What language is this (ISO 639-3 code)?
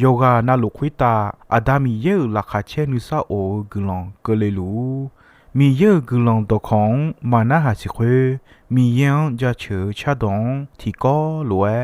ahk